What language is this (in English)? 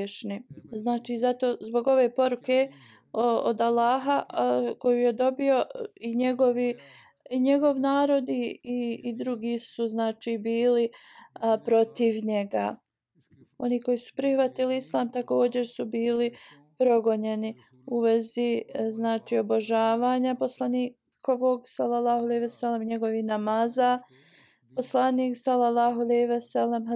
Bosnian